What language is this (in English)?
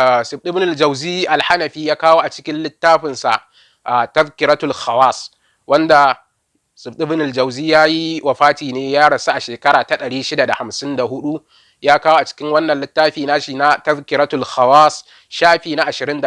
Hausa